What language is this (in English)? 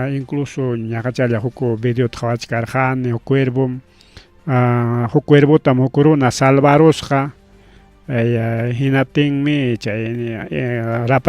Ayacucho Quechua